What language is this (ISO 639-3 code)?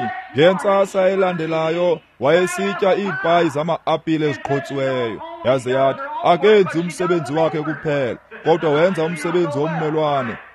xho